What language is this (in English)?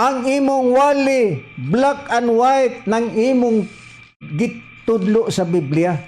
Cebuano